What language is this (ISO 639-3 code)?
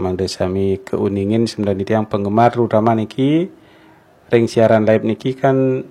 ban